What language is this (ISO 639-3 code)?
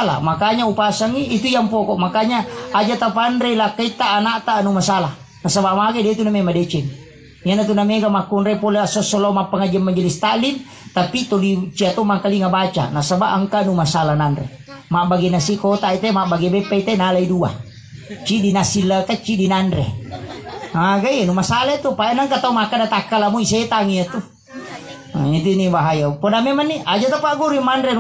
bug